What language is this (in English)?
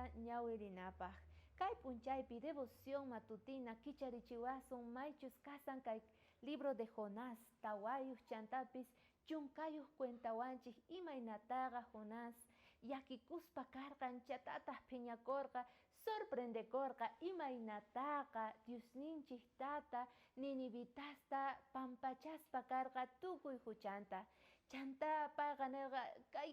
South Bolivian Quechua